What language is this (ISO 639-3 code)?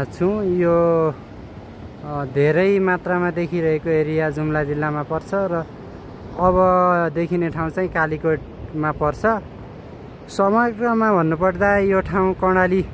nep